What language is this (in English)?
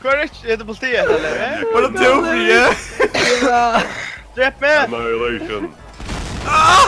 Faroese